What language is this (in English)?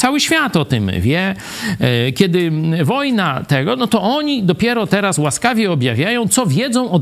Polish